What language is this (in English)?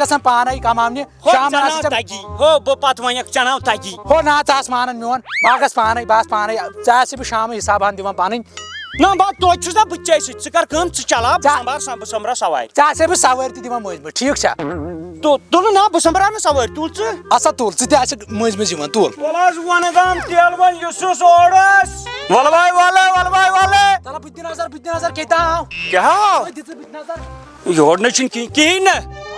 Kashmiri